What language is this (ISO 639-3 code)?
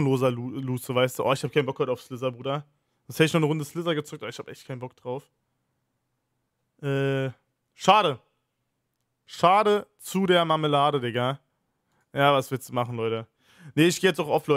deu